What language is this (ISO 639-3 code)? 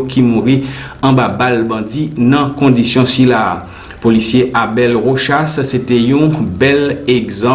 hat